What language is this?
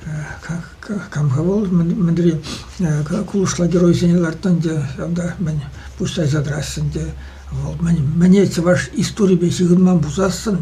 Chuvash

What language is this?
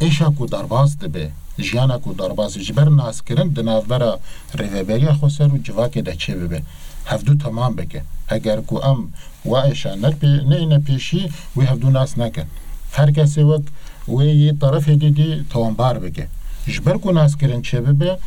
Kurdish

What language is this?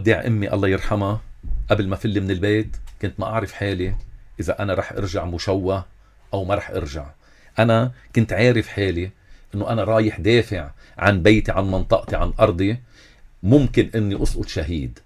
North Levantine Arabic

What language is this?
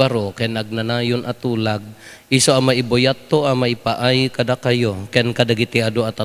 Iloko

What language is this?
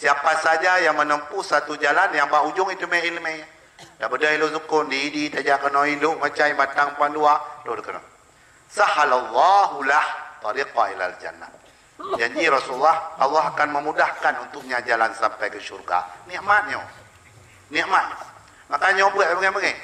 Achinese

